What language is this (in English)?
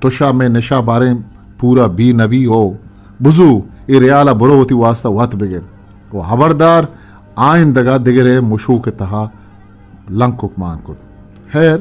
Eastern Balochi